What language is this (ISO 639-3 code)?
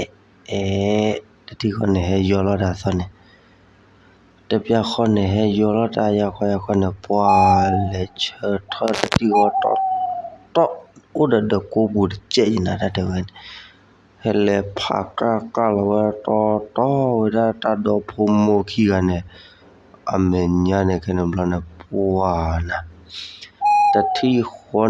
ksw